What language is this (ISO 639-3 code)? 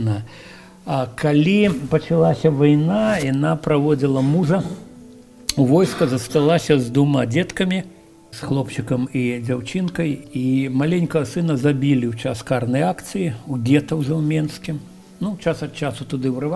bel